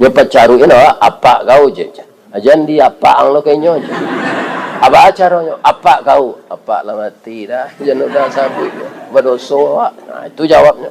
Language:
Minangkabau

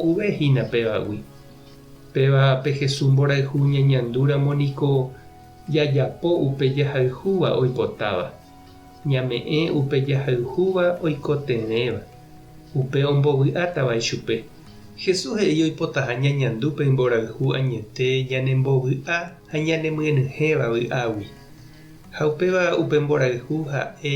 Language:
Guarani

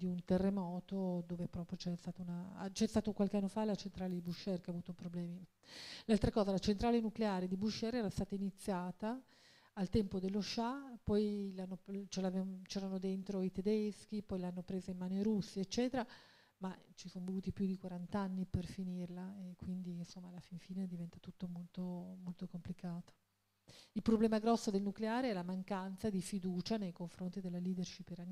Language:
Italian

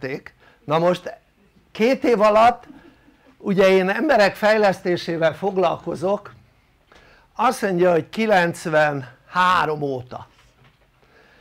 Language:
Hungarian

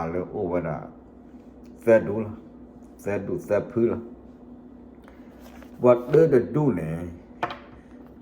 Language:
S'gaw Karen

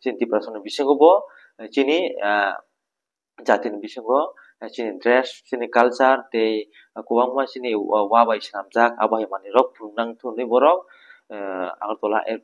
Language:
Kok Borok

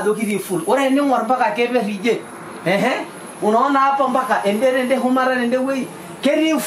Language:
Masai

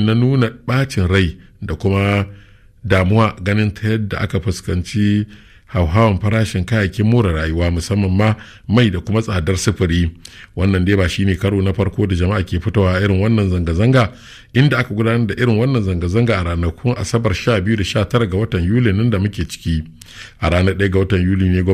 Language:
Hausa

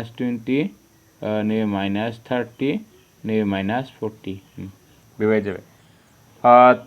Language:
Bodo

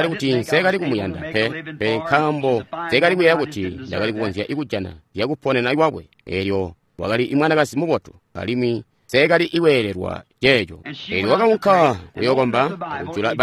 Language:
Tonga (Zambia)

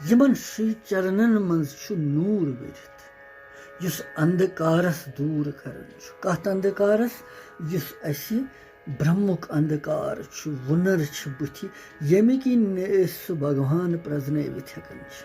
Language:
Kashmiri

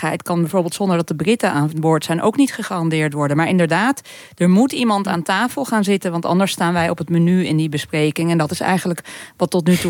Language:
Dutch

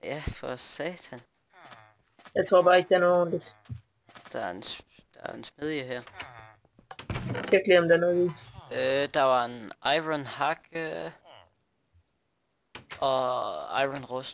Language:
Danish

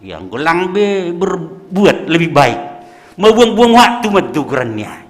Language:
Batak Simalungun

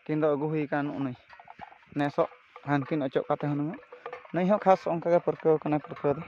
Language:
Santali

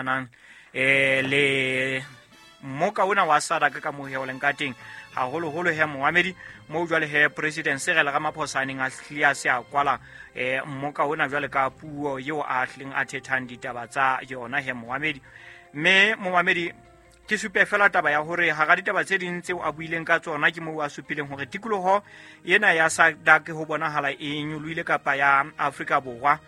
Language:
Southern Sotho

